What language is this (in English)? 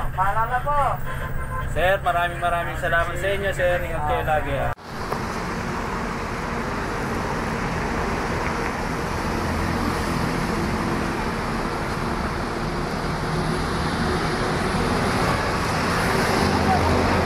Filipino